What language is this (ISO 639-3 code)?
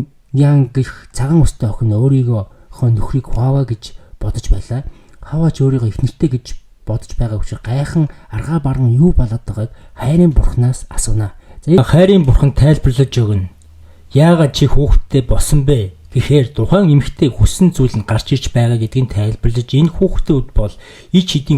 mon